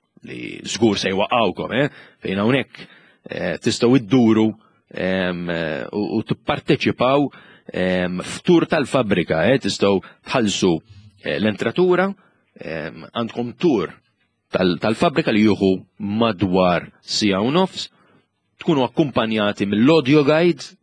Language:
Maltese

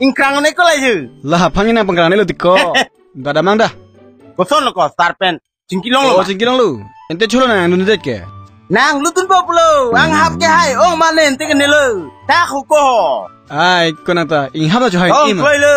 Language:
Karbi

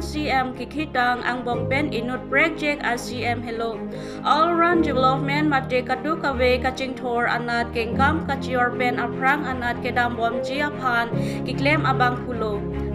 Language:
Karbi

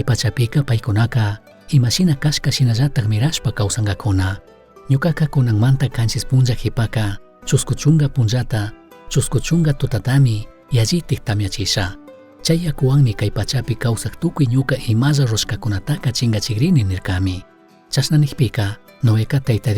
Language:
Chimborazo Highland Quichua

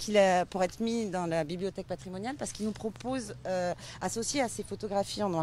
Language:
French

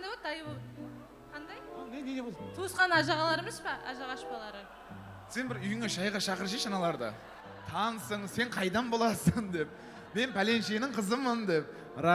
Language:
Kara-Kalpak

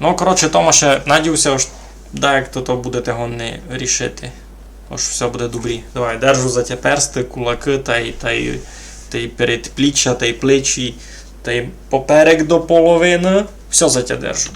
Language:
Rusyn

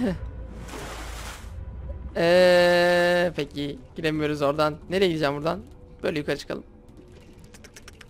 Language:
Turkish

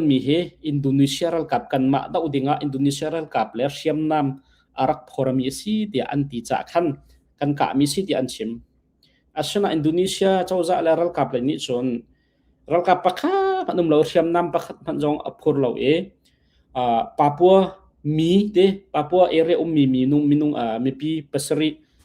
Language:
Hakha Chin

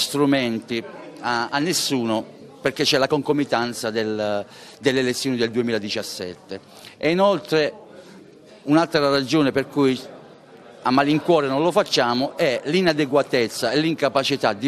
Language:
Italian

